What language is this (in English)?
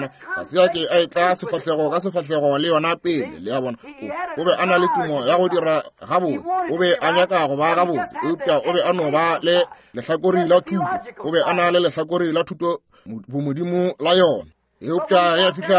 Northern Sotho